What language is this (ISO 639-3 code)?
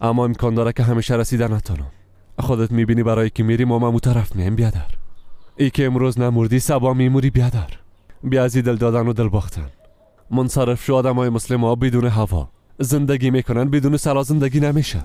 fas